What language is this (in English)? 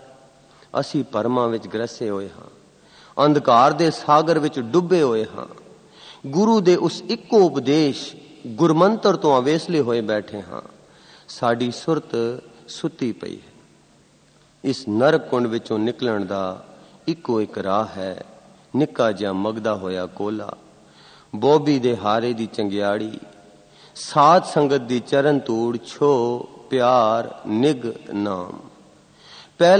Punjabi